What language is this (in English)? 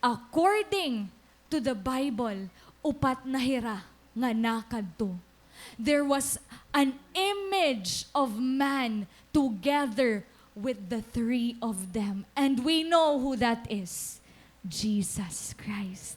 Waray